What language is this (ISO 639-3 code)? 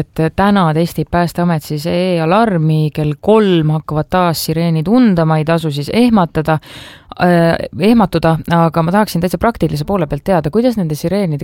est